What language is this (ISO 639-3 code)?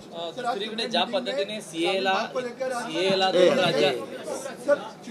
mar